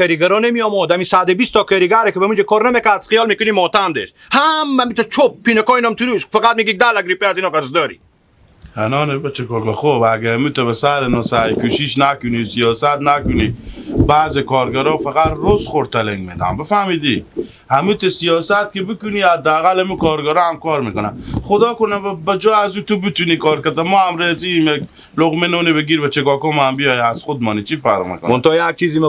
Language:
Hazaragi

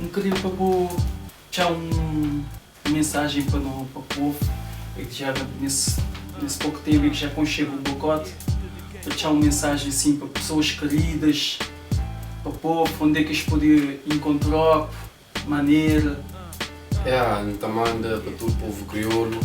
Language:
Kabuverdianu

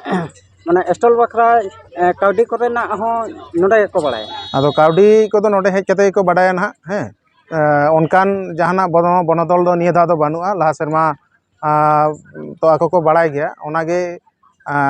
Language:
Santali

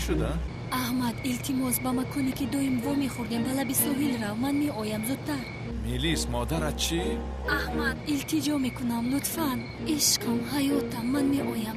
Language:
Tajik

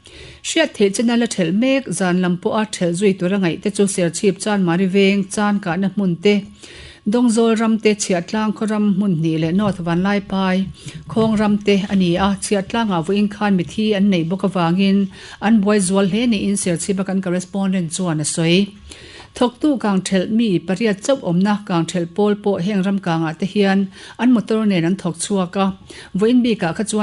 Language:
Mizo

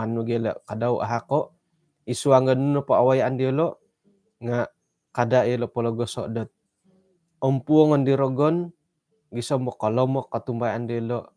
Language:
Central Dusun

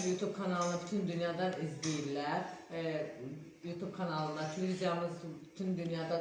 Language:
Azerbaijani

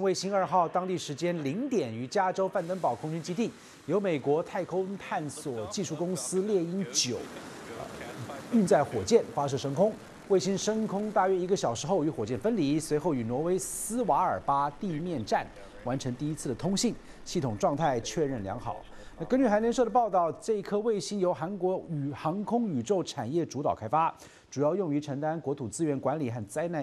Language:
Chinese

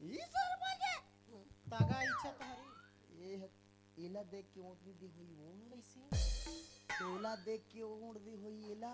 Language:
Chhattisgarhi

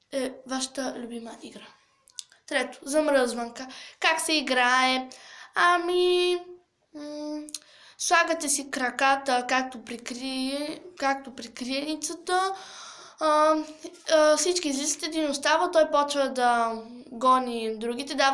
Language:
Bulgarian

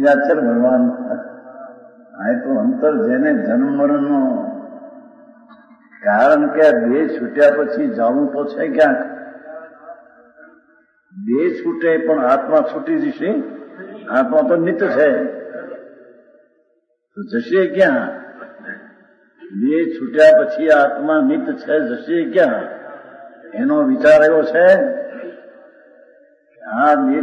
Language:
Gujarati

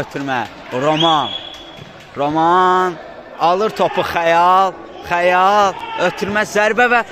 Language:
Azerbaijani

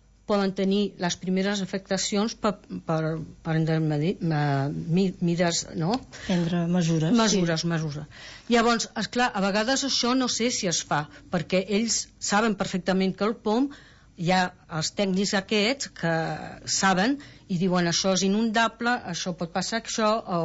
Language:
Catalan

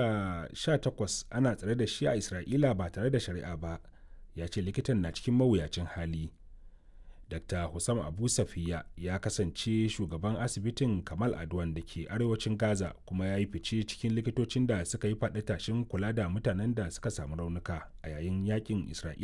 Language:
Hausa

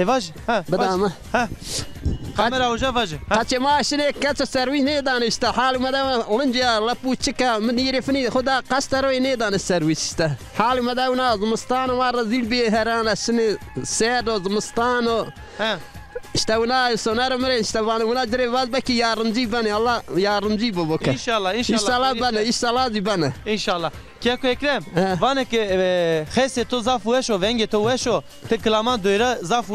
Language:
Zaza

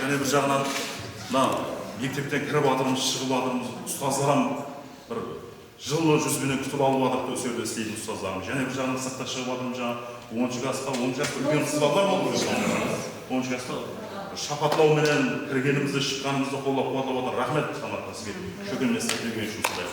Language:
Kara-Kalpak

